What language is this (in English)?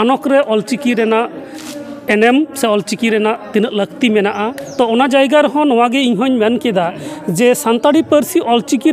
Santali